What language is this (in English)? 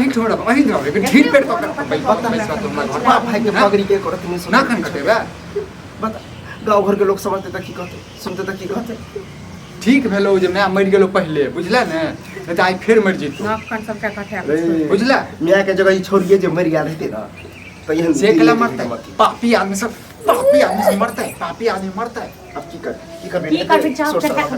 Maithili